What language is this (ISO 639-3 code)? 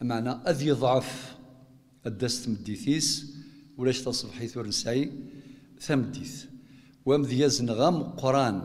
kab